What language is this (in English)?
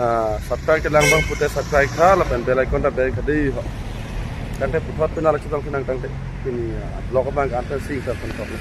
Karbi